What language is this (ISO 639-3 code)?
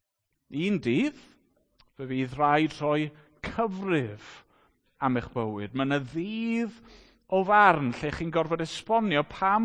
cym